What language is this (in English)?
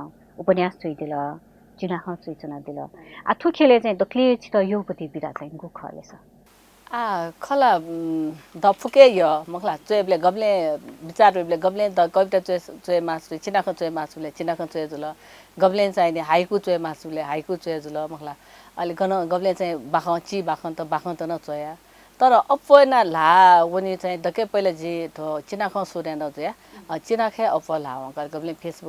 Newari